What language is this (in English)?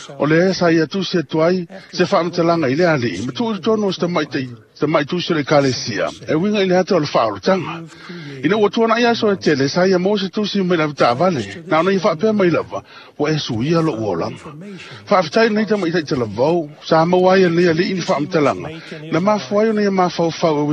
Samoan